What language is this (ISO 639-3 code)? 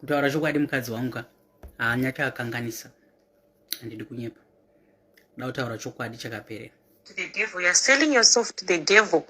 sna